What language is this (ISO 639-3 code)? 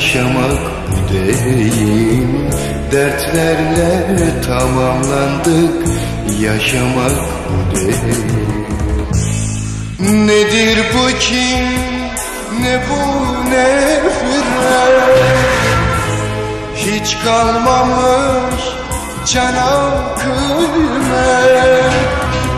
tur